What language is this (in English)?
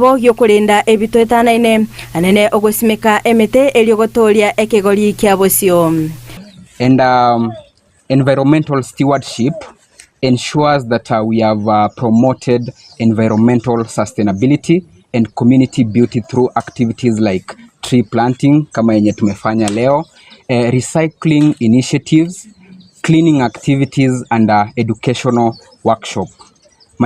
Gusii